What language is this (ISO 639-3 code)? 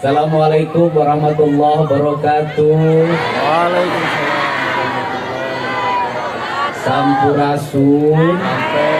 sun